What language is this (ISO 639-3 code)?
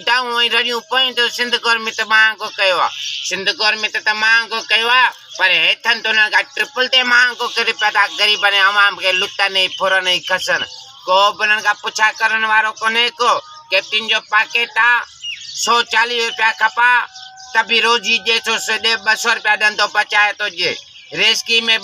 snd